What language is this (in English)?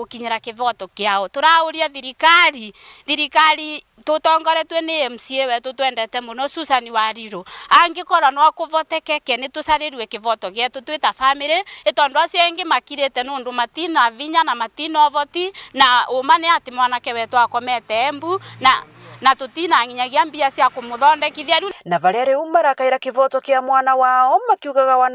Meru